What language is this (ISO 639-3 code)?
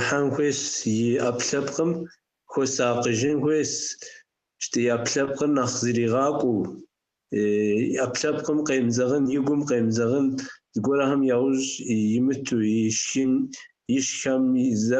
kbd